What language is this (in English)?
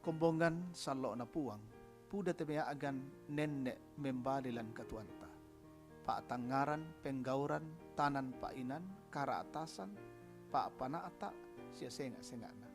Toraja-Sa'dan